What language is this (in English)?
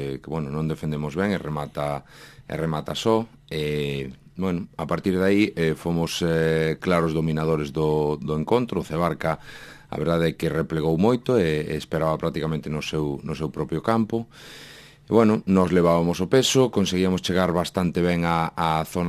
Galician